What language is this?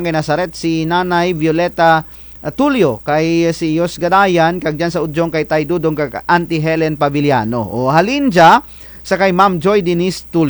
Kinaray-a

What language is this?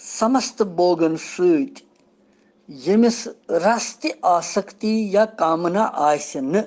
Kashmiri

